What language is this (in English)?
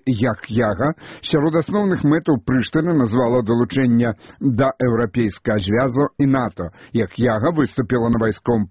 Belarusian